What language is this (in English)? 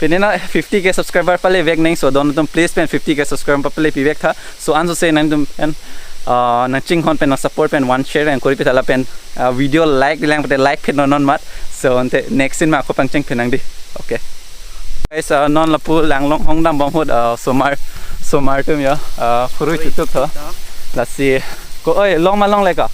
Karbi